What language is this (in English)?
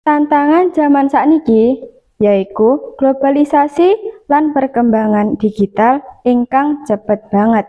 Javanese